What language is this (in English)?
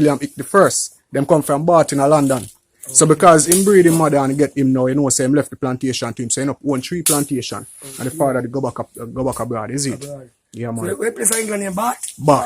Jamaican Creole English